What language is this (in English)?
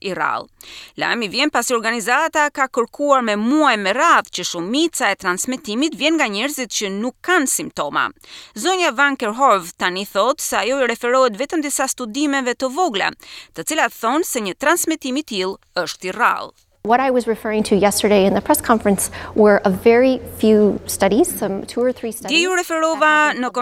Albanian